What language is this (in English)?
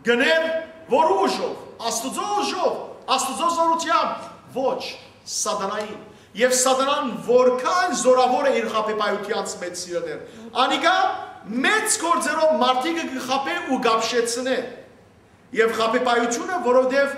Western Armenian